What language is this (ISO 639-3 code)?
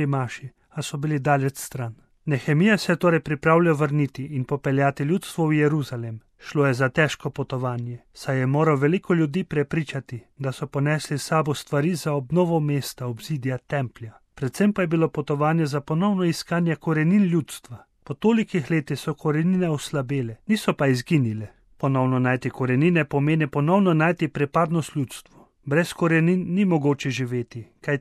slv